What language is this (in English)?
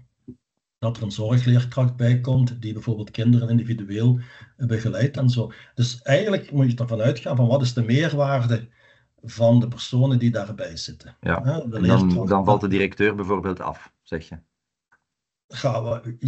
Dutch